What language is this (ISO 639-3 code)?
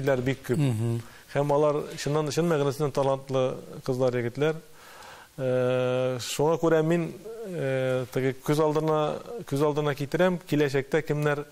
tat